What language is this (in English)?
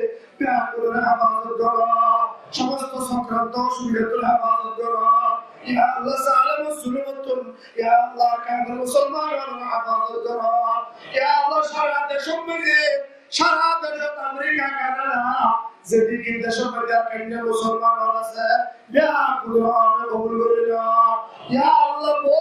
Rohingya